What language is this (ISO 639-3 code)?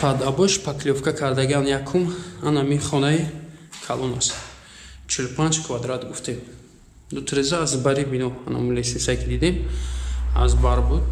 tgk